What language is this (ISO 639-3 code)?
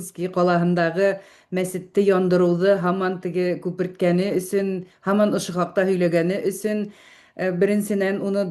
bak